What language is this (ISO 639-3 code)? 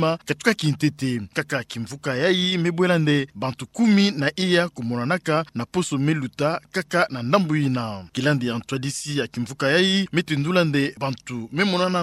ktu